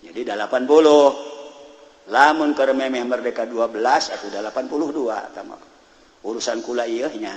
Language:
Sundanese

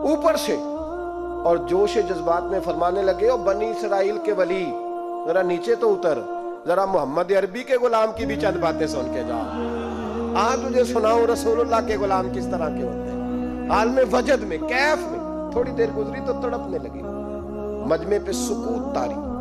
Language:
Urdu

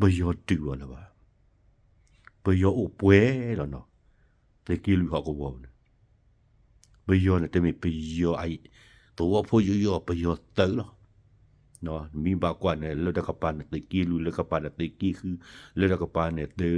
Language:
S'gaw Karen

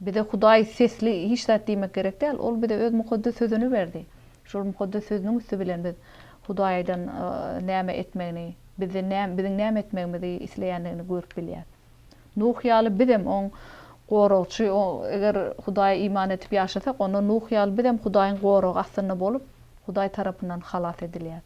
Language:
Turkmen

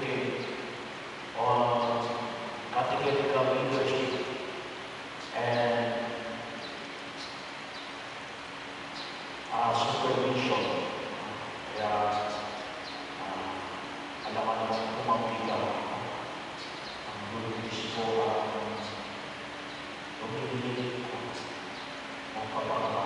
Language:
Filipino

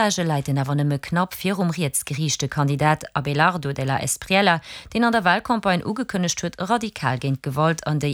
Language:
Luxembourgish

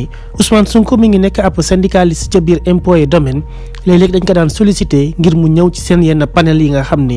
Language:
Wolof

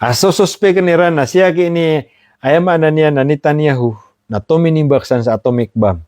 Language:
Maranao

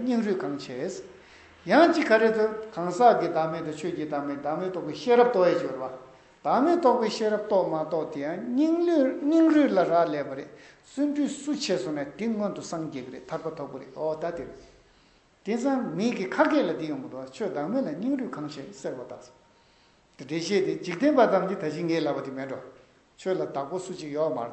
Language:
Tibetan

